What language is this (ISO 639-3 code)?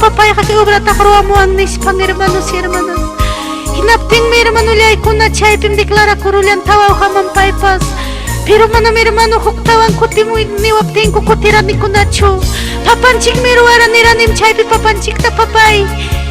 quy